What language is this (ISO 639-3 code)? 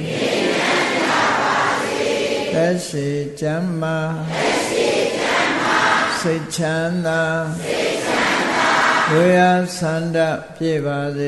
mya